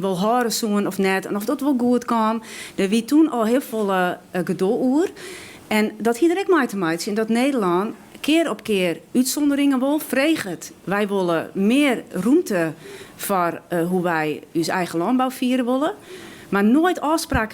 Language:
Western Frisian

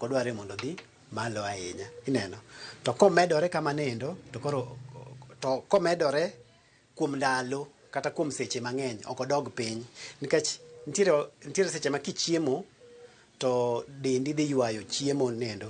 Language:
Luo (Kenya and Tanzania)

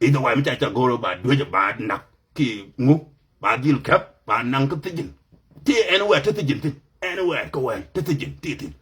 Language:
Nuer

